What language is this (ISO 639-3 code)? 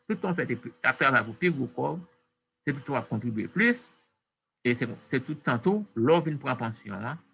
hat